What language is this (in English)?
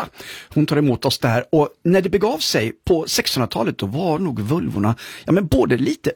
Swedish